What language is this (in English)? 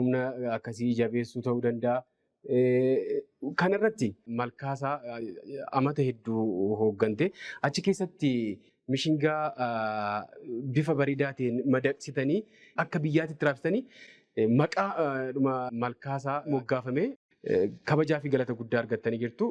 Oromo